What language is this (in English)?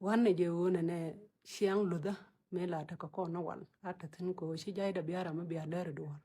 Nuer